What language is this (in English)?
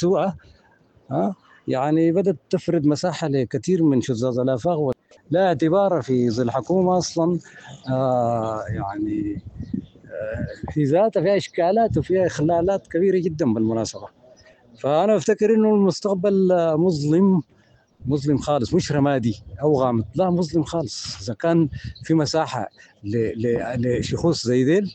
Sudanese Arabic